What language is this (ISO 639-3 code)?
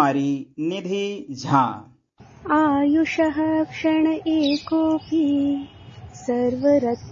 san